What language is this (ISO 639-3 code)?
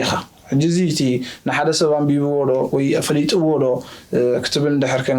tir